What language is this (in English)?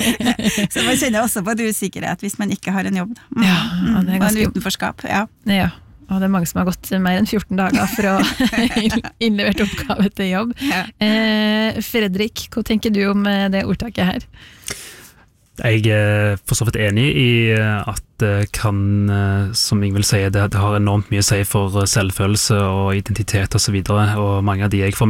Norwegian